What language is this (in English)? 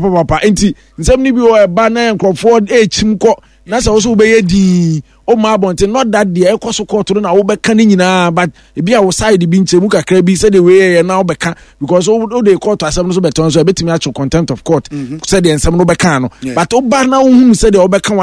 Akan